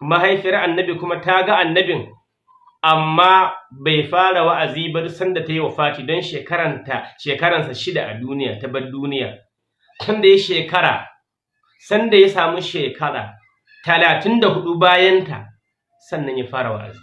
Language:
Hausa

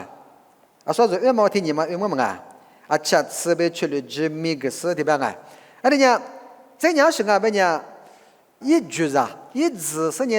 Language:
Lisu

